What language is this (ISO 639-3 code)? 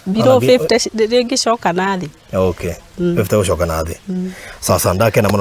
kik